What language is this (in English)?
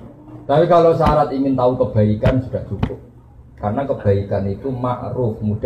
Indonesian